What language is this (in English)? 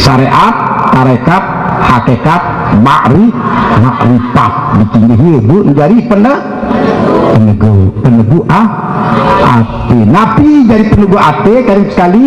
Sasak